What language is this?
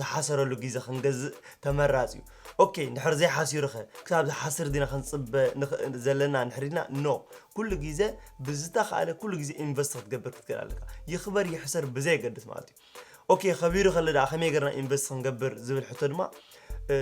Tigrinya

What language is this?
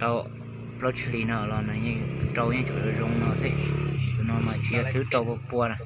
Hmong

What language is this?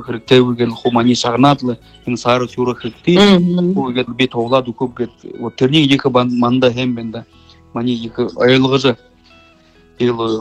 Buriat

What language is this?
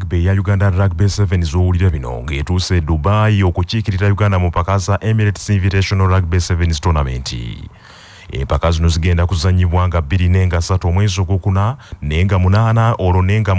Ganda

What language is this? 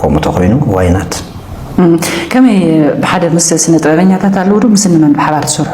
Tigrinya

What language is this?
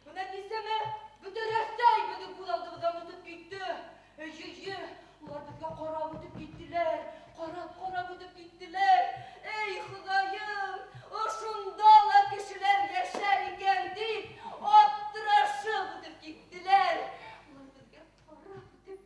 Bashkir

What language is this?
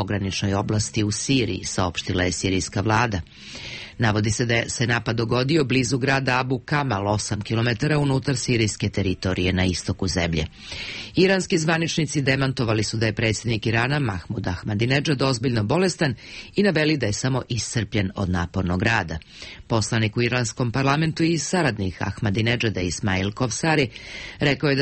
Serbian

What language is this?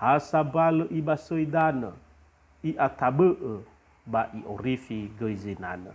Nias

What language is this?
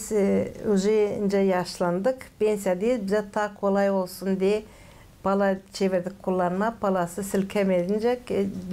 Gagauz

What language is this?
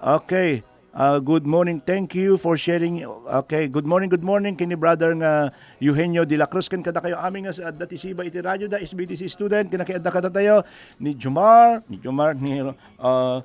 Iloko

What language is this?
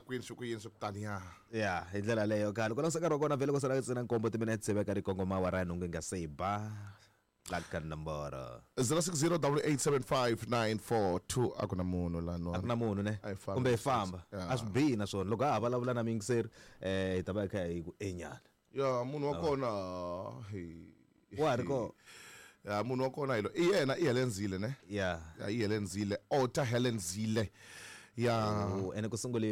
Tsonga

